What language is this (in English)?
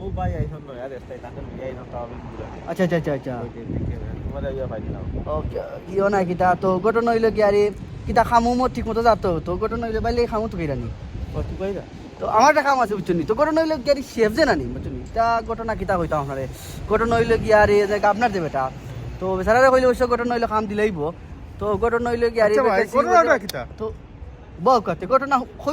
Sylheti